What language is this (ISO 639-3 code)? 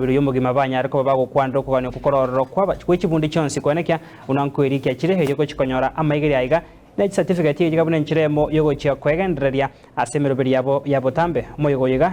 guz